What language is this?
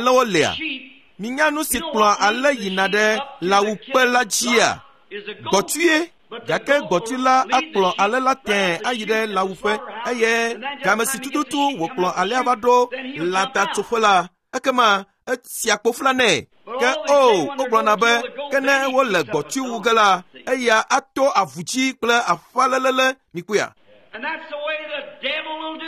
Ewe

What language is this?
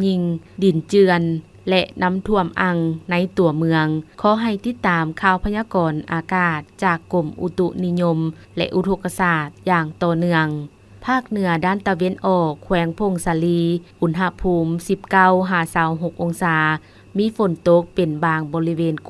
Lao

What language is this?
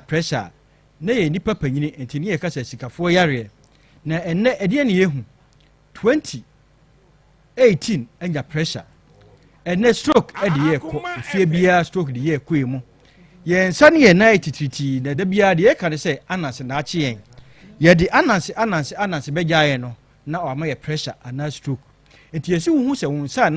Akan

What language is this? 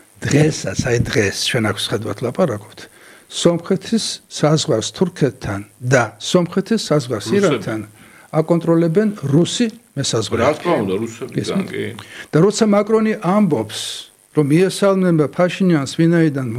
Georgian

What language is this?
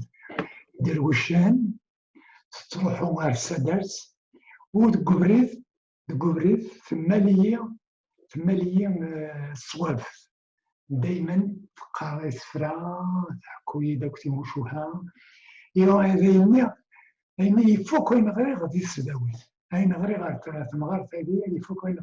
Kabyle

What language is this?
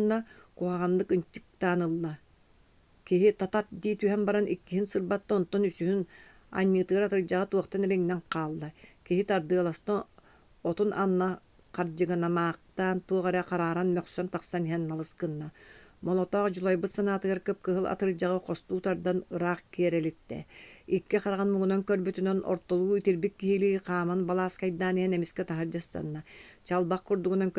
Yakut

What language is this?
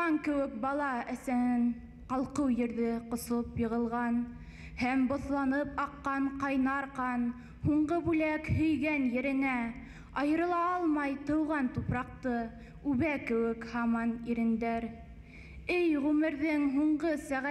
Bashkir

